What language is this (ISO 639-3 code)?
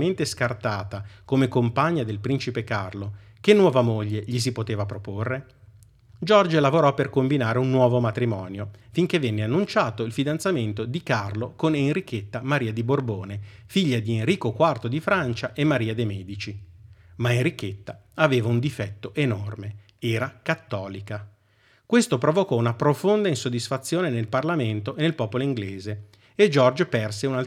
ita